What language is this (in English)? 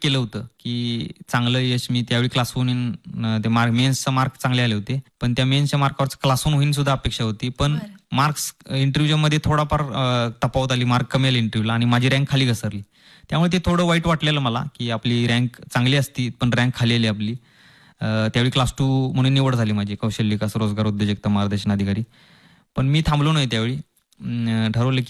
Marathi